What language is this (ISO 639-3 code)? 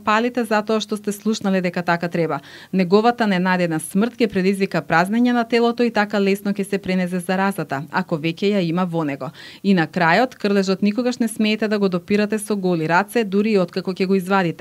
mkd